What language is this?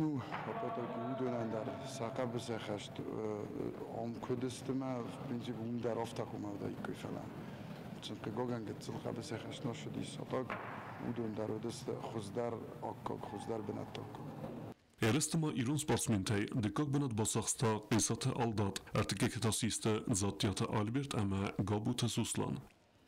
Ossetic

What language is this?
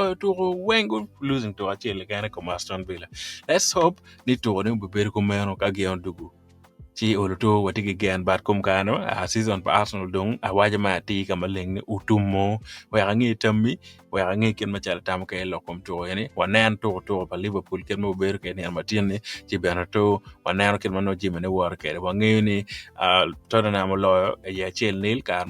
Acoli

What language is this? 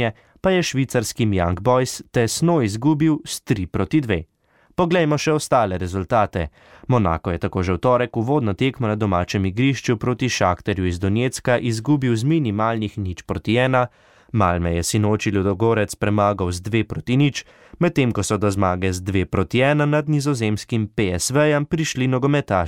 Slovenian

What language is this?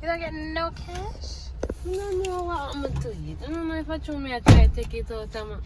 Jamaican Creole English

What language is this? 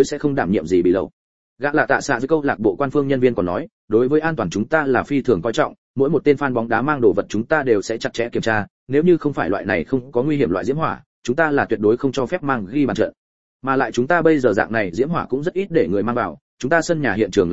Vietnamese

